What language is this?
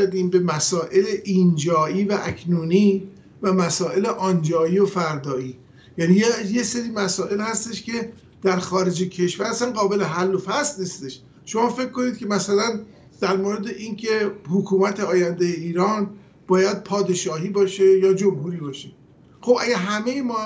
Persian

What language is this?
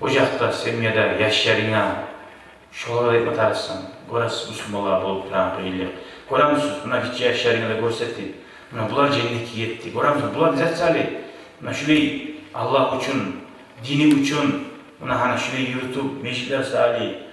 Kumyk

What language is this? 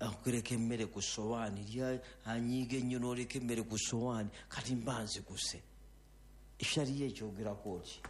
Ganda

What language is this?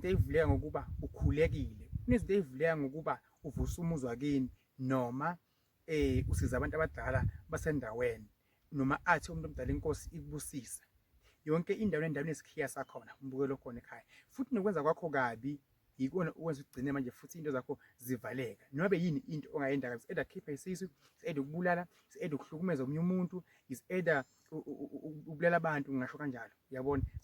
Zulu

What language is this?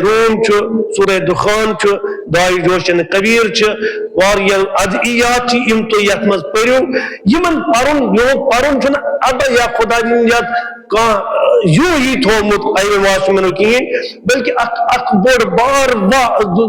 Kashmiri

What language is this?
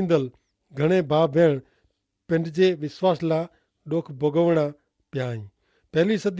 Kachhi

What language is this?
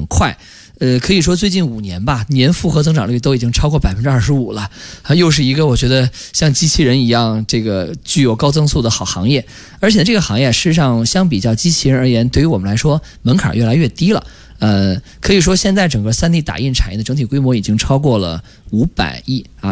Chinese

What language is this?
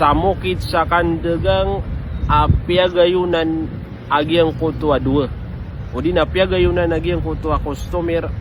Maranao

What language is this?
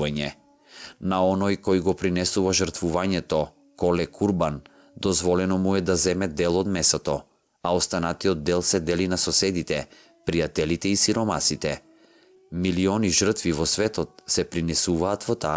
Macedonian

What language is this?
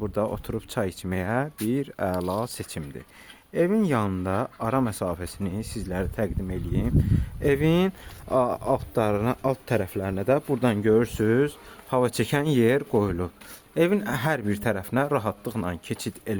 Azerbaijani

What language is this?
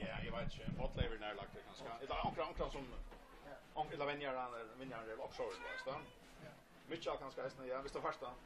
Faroese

